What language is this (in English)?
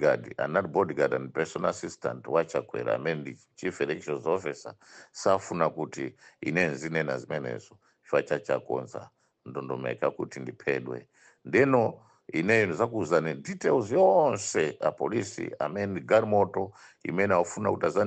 Nyanja